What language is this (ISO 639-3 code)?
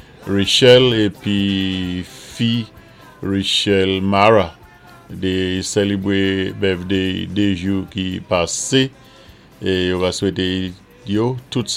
acf